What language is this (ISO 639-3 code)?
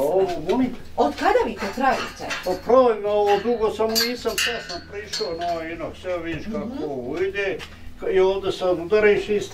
bos